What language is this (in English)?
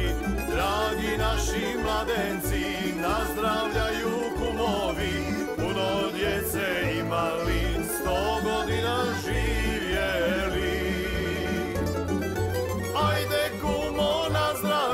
Croatian